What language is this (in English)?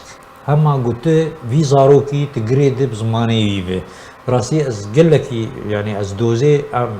Kurdish